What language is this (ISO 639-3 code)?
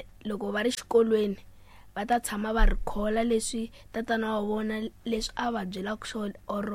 tso